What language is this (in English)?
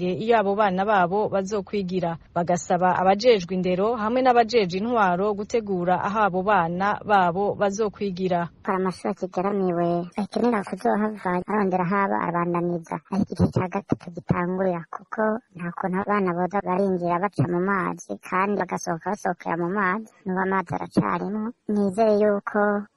Rundi